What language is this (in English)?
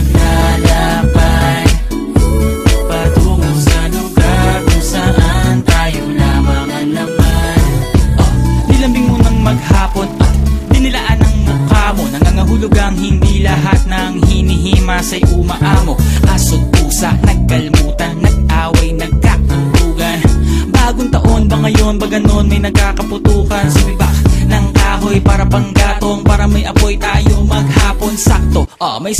Filipino